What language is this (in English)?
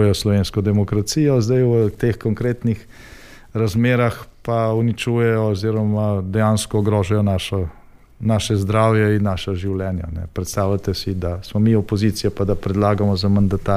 Slovenian